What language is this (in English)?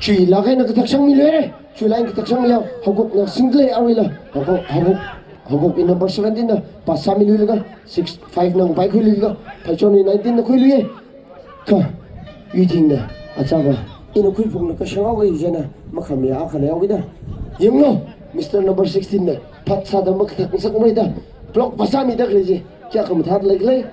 Tangkhul Naga (India)